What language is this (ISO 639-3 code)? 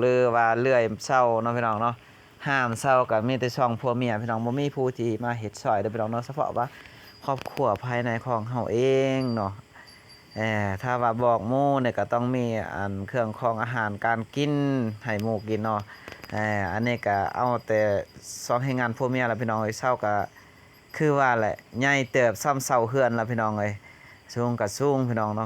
lao